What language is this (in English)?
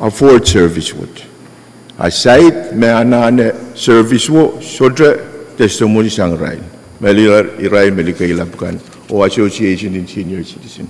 Pohnpeian